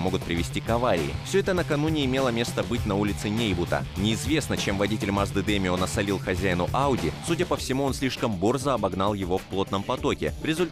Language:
Russian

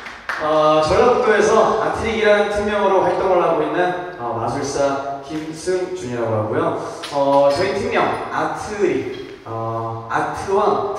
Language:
Korean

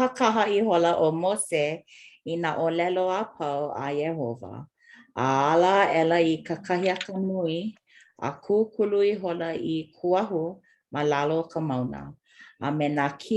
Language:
Hawaiian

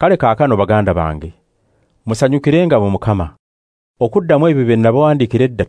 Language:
Ganda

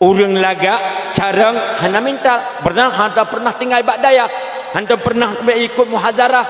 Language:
Achinese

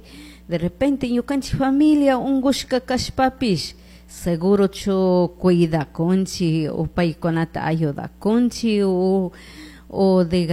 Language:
Chimborazo Highland Quichua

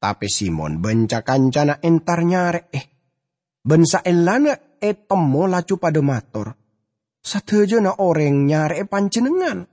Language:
Madurese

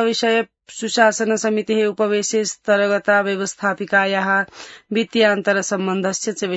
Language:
Sanskrit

